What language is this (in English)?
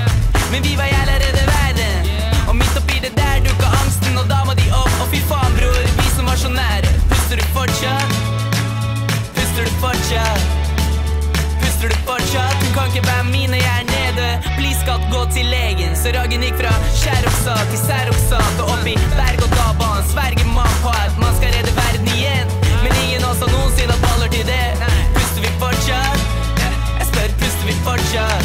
Norwegian